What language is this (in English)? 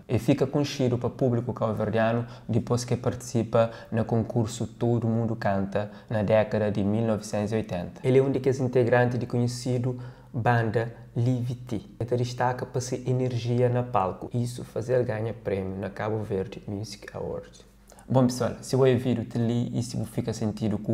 Kabuverdianu